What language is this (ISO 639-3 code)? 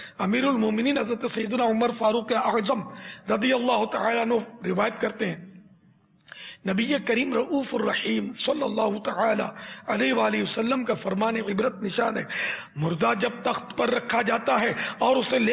urd